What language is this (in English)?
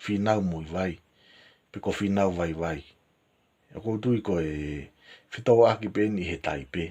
Tongan